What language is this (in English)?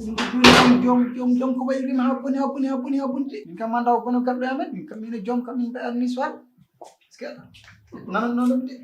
Fula